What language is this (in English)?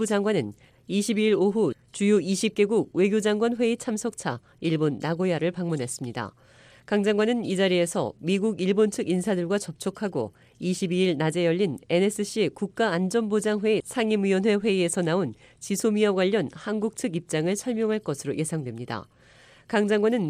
Korean